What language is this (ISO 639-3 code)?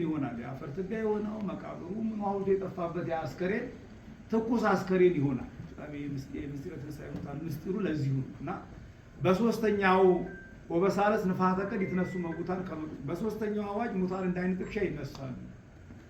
amh